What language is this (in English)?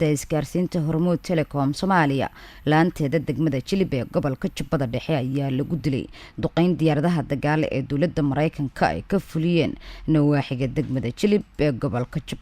Somali